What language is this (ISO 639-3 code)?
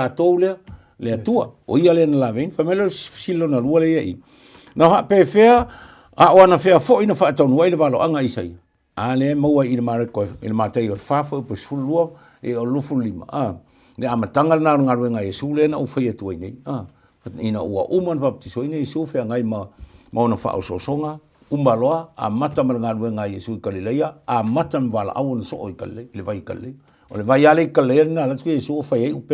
smo